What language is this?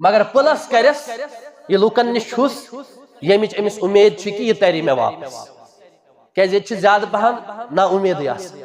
Kashmiri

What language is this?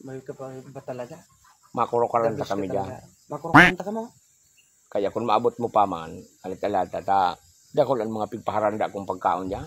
Bikol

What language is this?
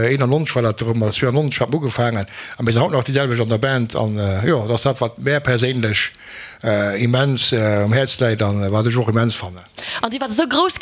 Luxembourgish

